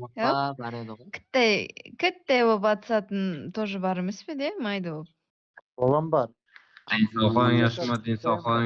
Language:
Kara-Kalpak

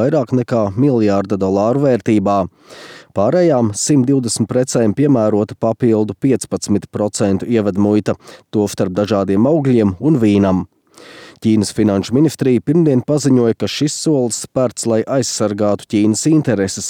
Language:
Latvian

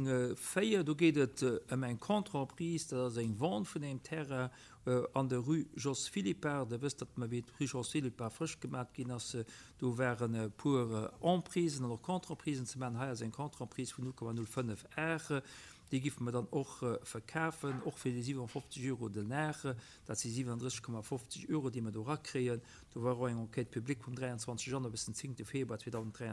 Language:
Luxembourgish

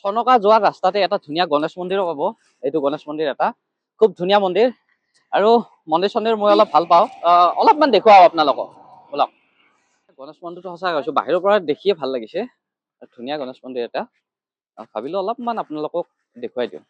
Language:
Assamese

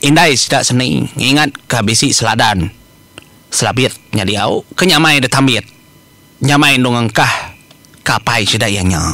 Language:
Iban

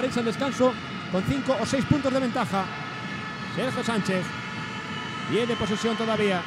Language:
Spanish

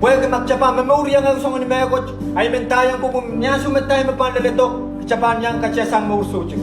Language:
Pohnpeian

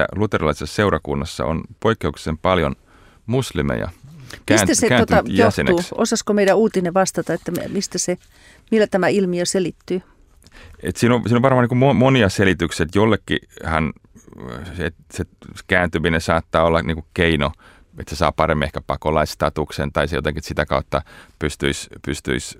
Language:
Finnish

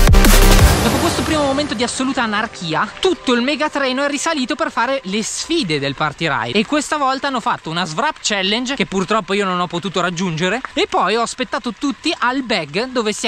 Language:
Italian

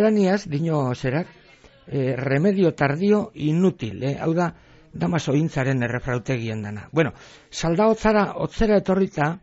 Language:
Basque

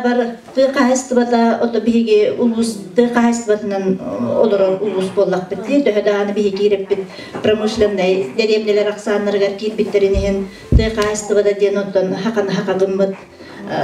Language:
Yakut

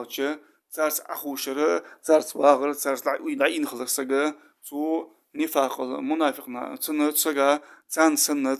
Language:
Ingush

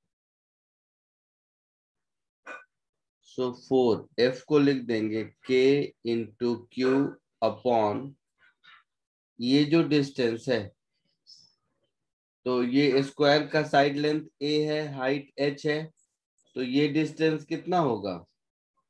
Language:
Hindi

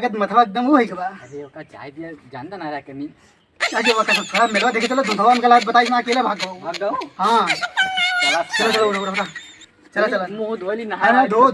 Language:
Awadhi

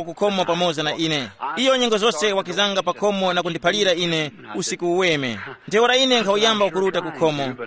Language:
Tumbuka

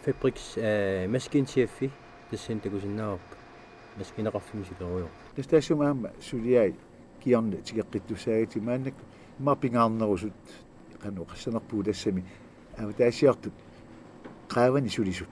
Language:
Kalaallisut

